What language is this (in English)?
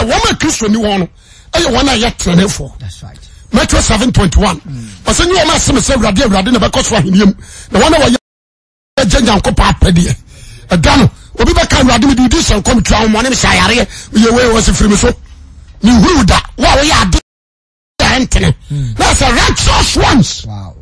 Akan